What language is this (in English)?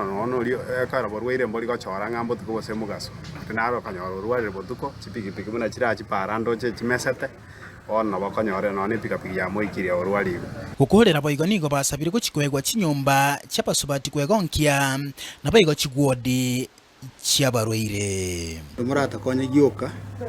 Gusii